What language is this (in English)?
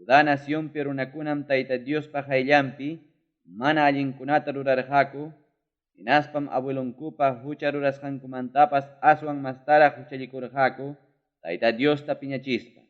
Ayacucho Quechua